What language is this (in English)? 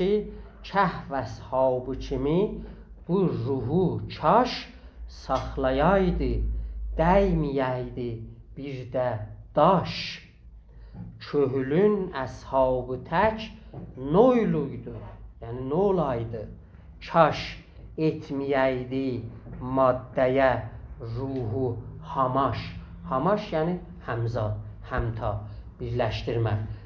South Azerbaijani